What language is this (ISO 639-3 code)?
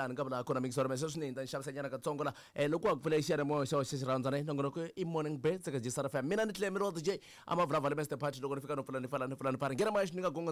tso